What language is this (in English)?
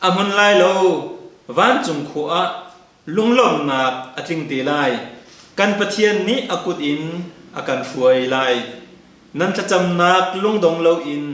Hakha Chin